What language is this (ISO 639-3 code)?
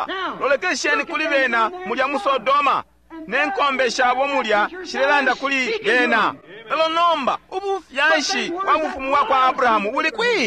bem